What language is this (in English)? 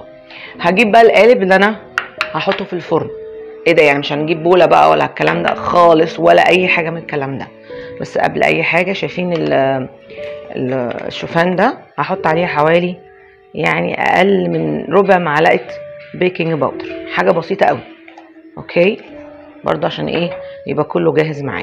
Egyptian Arabic